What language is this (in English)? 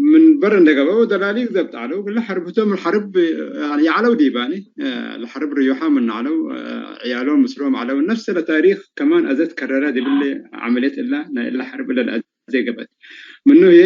Tigre